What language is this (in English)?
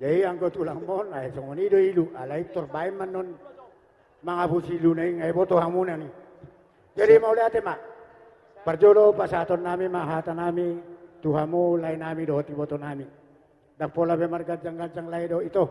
Batak Toba